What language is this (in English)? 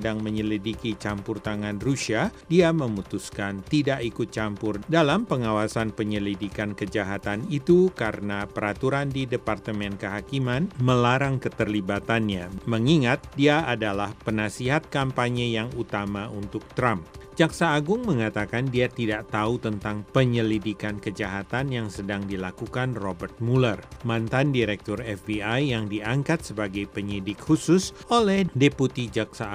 Indonesian